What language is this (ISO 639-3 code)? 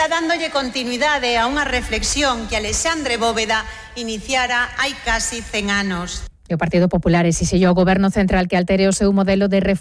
glg